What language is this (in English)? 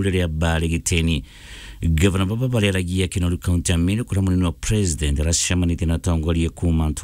Meru